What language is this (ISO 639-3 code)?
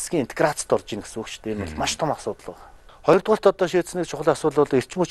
mon